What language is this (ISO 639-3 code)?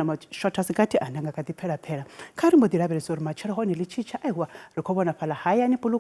ven